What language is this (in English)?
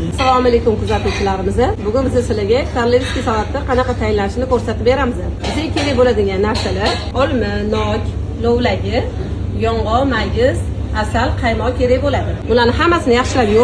Uzbek